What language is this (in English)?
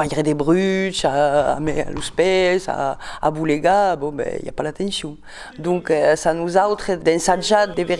Occitan